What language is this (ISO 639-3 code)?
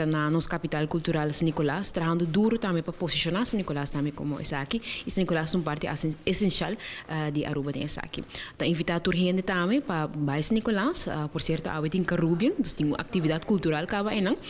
pap